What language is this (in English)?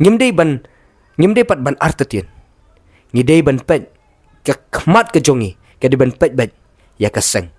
Khasi